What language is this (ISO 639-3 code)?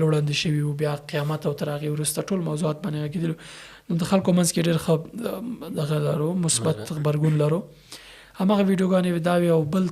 pus